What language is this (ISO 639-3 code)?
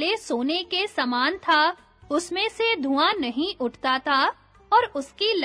hin